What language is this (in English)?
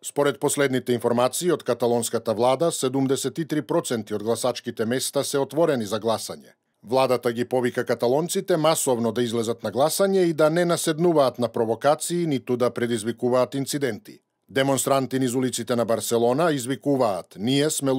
Macedonian